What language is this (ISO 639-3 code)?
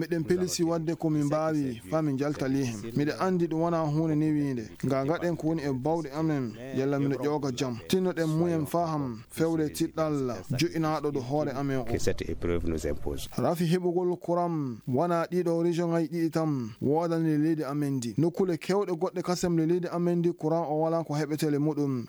ful